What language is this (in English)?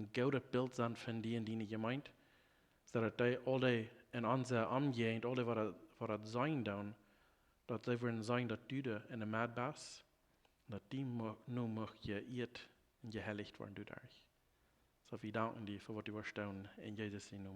Plautdietsch